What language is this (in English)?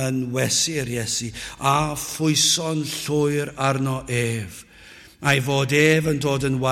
Welsh